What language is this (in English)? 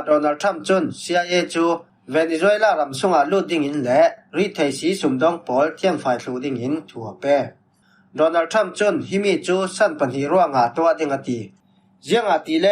Falam Chin